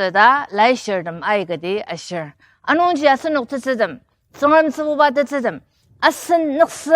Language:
Ao Naga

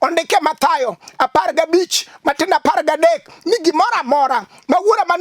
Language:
Luo (Kenya and Tanzania)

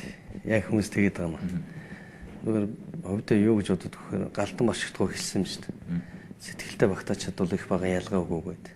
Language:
Mongolian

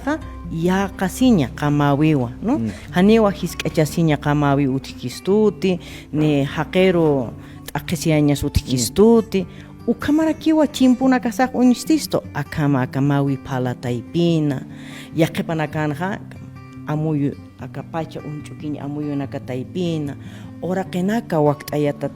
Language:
Aymara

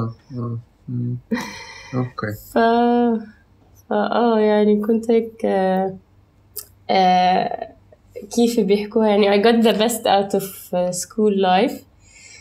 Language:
North Levantine Arabic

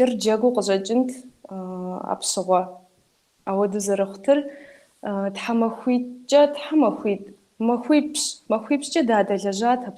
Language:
Kabardian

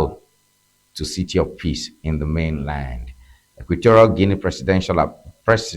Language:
Ewe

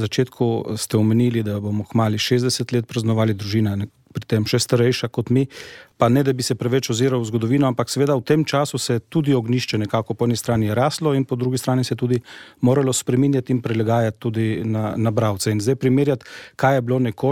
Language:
Slovenian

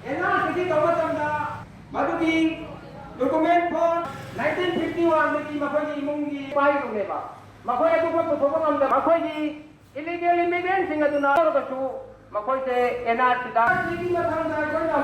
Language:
Manipuri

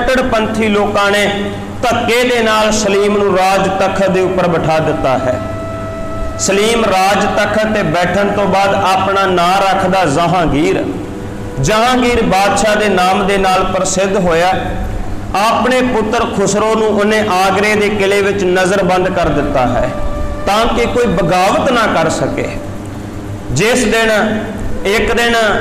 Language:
Punjabi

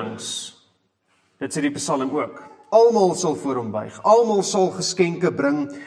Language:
Afrikaans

